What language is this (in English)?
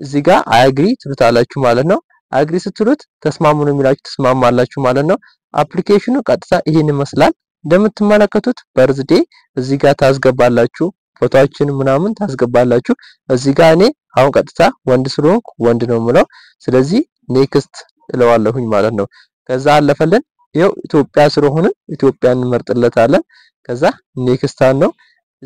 Amharic